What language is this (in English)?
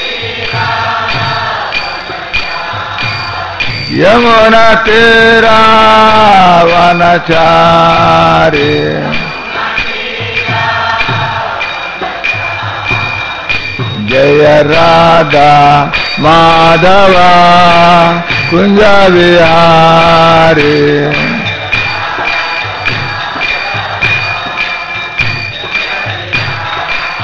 Hindi